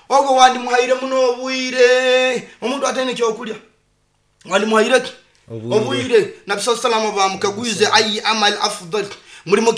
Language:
Nyoro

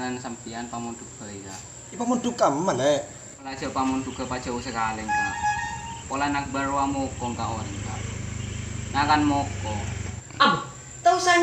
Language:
Madurese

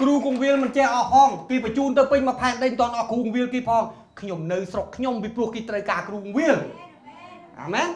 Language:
Khmer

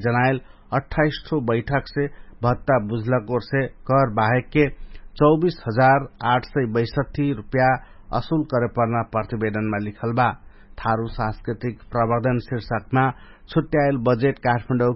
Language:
Dangaura Tharu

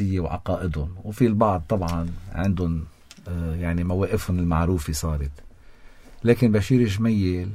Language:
North Levantine Arabic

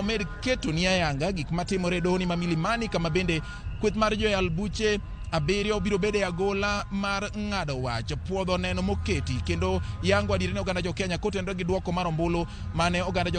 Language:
Luo (Kenya and Tanzania)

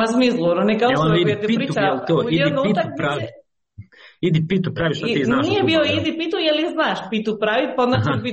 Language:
Croatian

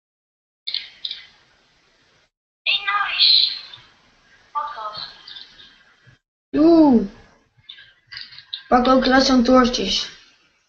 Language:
Dutch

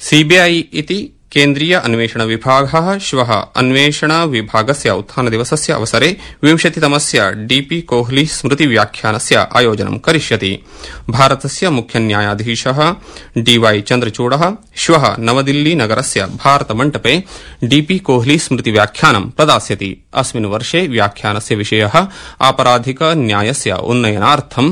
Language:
Sanskrit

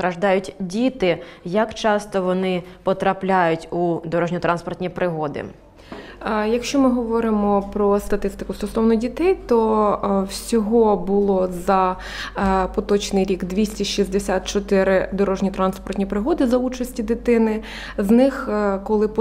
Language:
Ukrainian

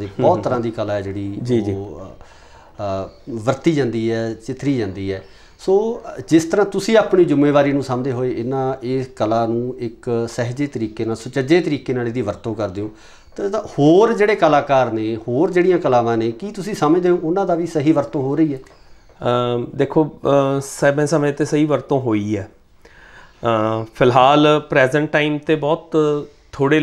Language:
Punjabi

